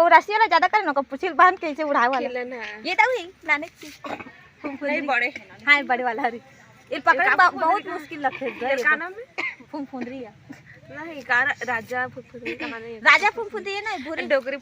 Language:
Chhattisgarhi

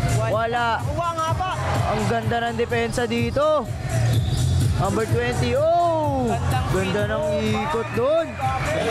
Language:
Filipino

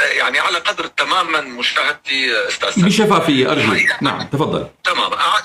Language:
North Levantine Arabic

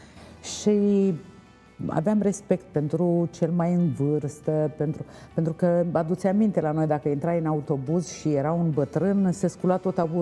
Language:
Romanian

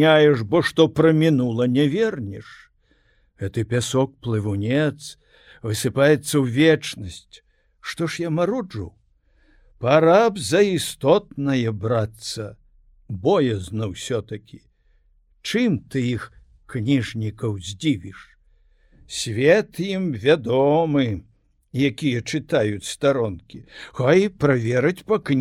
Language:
Belarusian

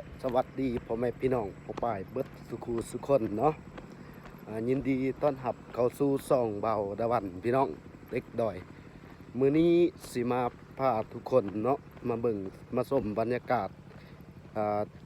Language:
Lao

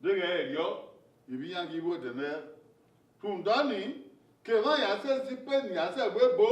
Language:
Bini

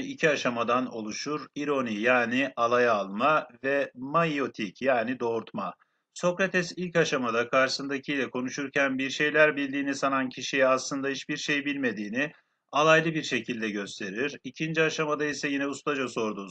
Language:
Turkish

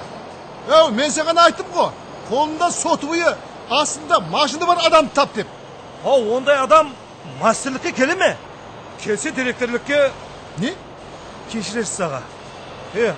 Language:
Kara-Kalpak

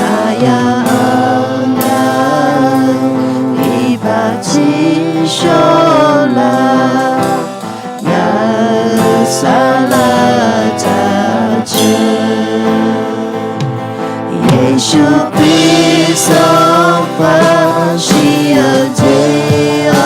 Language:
Akha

